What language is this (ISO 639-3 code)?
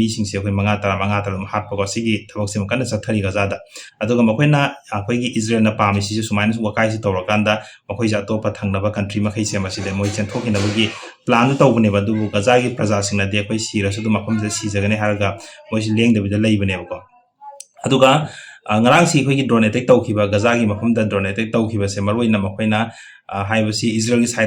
mni